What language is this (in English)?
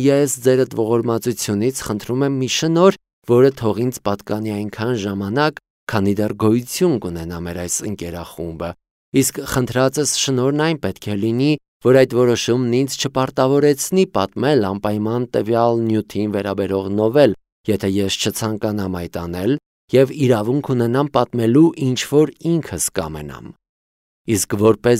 Armenian